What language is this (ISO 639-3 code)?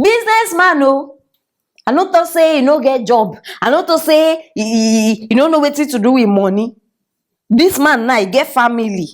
pcm